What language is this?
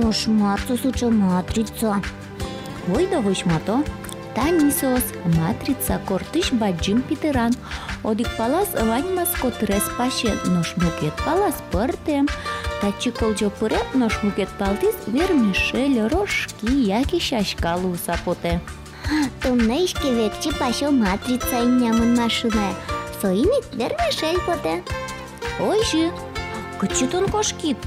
Udmurt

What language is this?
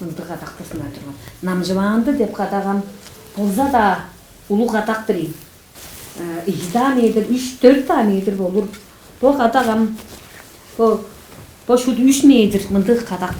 Tuvinian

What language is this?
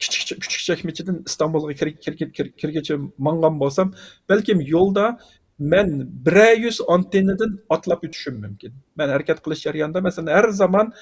Uyghur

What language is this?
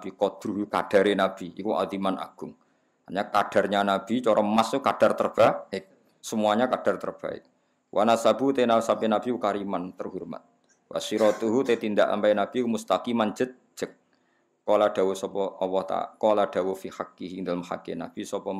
Javanese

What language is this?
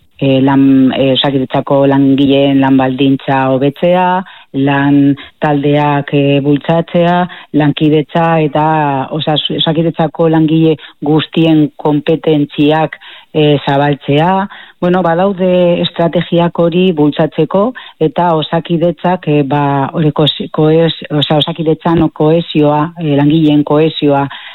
Basque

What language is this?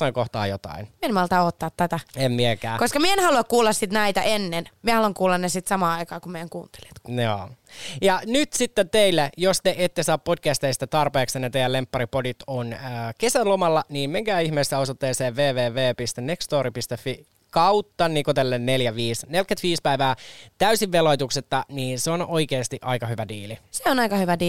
Finnish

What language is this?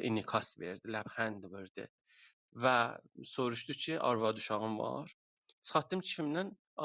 South Azerbaijani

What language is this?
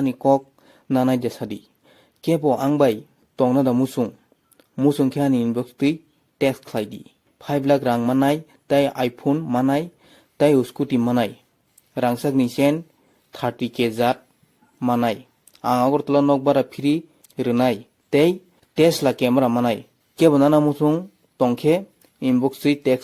Kok Borok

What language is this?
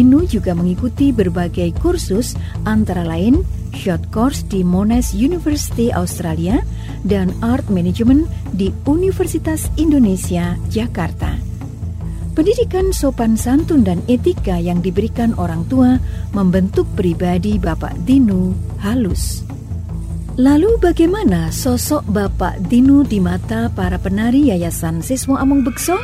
Indonesian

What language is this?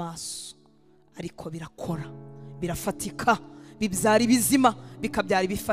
Kinyarwanda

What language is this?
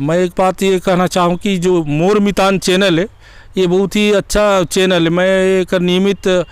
Chhattisgarhi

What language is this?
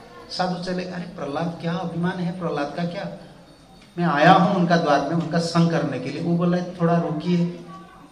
Hindi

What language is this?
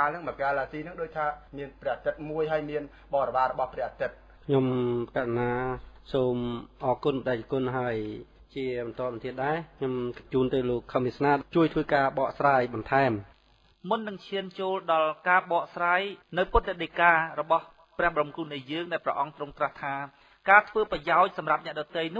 Khmer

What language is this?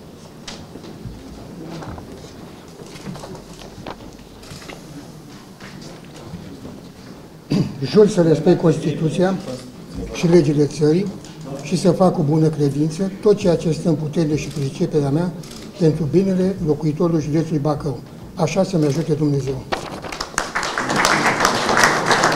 Romanian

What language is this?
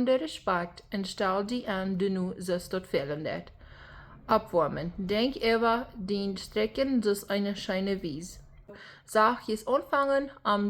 Plautdietsch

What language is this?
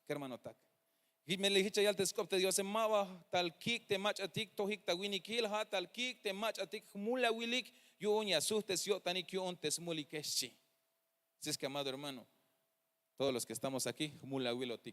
Tzeltal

